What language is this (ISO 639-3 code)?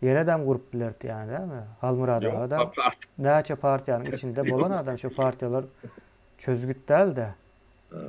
tuk